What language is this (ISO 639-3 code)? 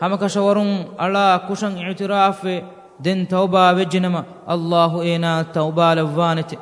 div